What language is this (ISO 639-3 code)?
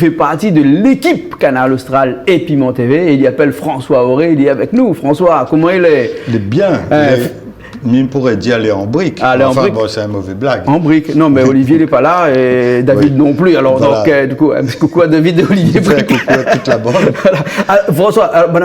rcf